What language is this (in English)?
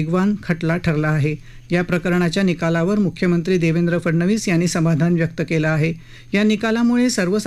Marathi